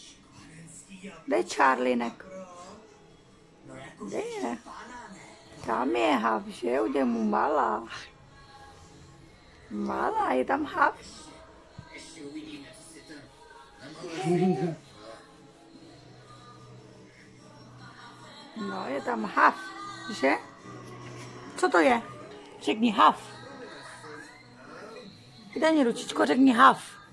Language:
Czech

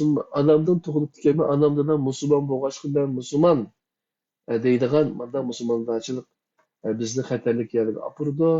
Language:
Uyghur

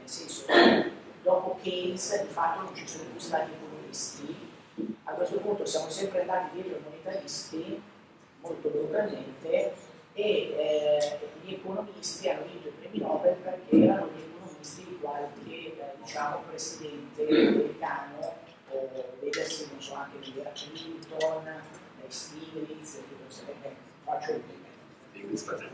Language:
Italian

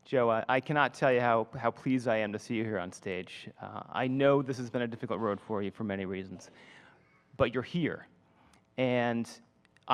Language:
English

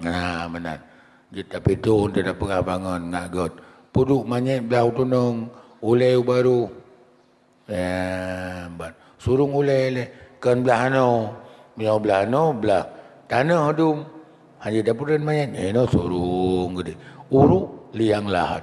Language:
Achinese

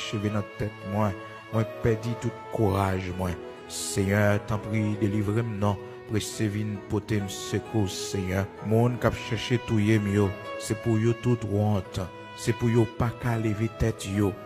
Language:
Haitian Creole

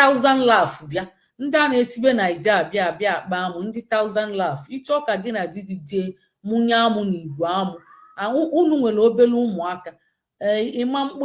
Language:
Igbo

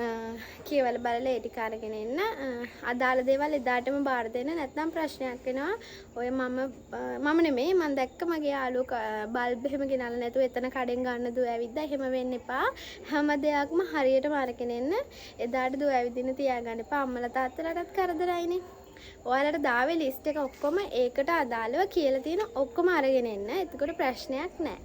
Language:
Sinhala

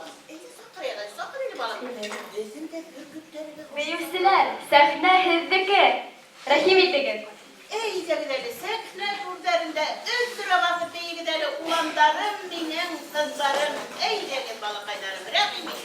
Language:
Bashkir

